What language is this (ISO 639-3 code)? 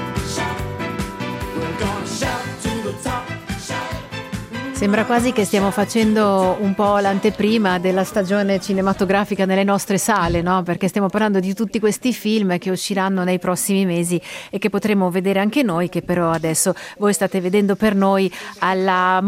ita